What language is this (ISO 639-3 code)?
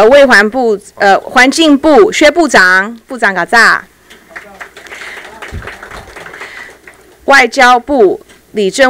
zho